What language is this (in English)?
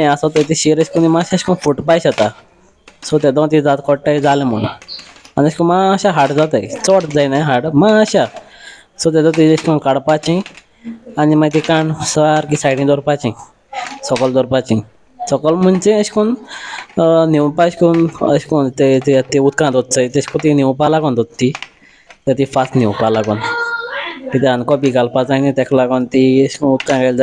Konkani